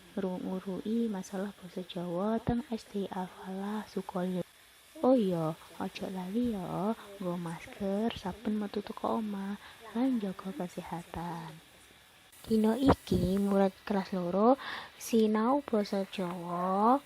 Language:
Javanese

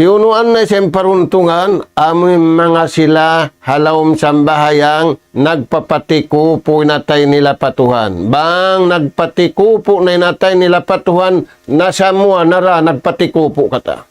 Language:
Tausug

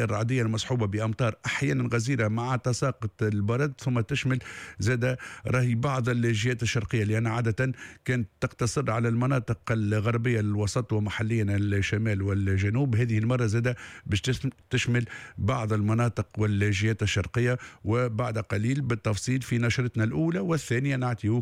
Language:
Tunisian Arabic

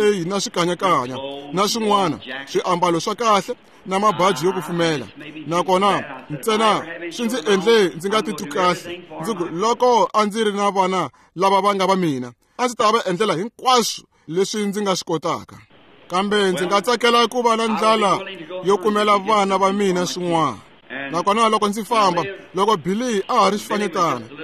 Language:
Tsonga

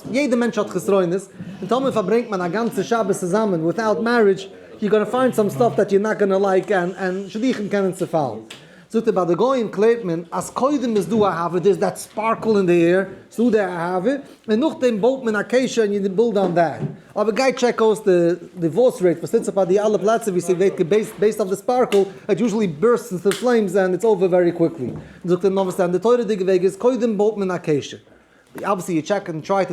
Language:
Yiddish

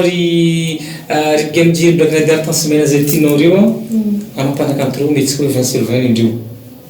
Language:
Malagasy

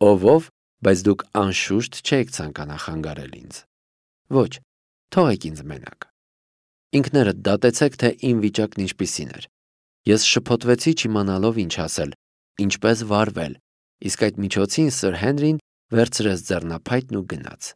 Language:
Armenian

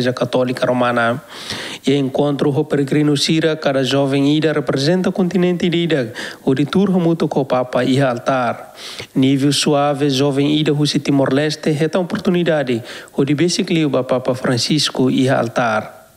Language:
Tetum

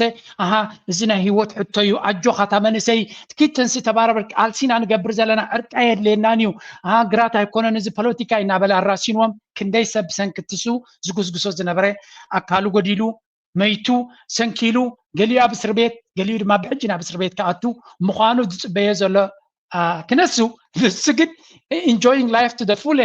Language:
Tigrinya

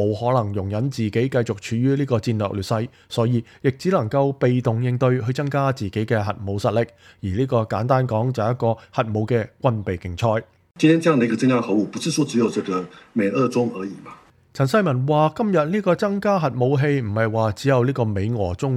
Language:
Cantonese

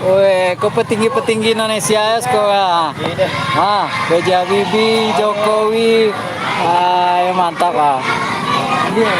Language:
Minangkabau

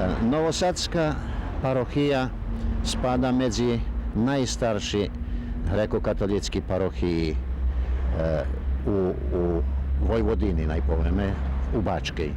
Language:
Rusyn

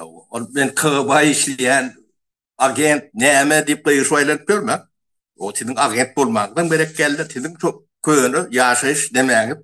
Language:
Turkmen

